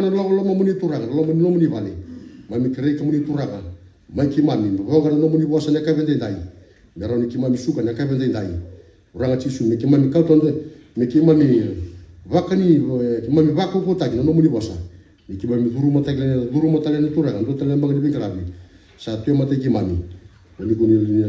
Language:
Fijian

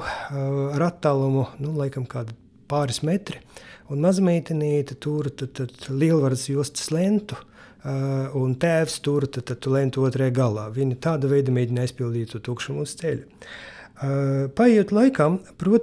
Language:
Latvian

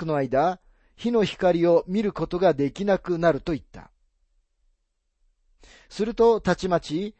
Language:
Japanese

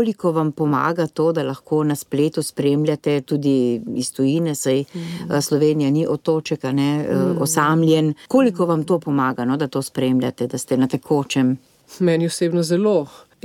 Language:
Slovenian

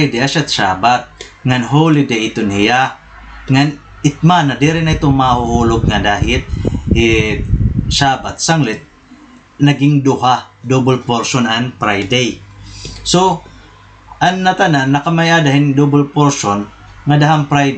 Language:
Waray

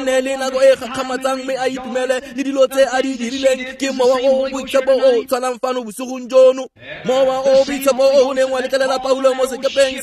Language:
Tswana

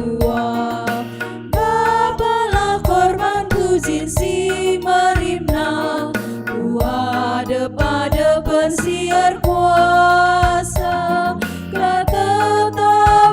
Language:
Batak Karo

